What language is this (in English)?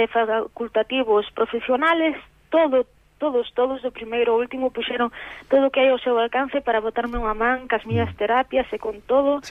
Galician